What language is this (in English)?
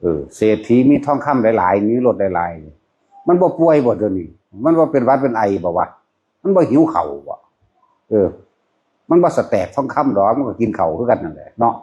Northeastern Thai